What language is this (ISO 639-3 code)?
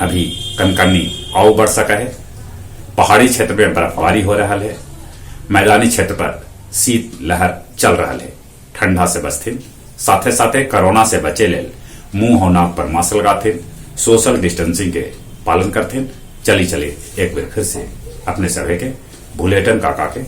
mag